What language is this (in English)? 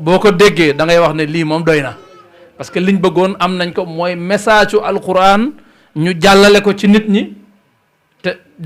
Wolof